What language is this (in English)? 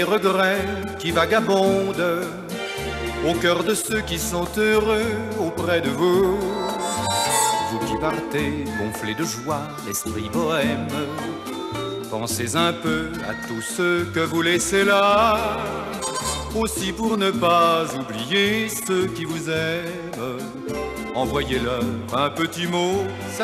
French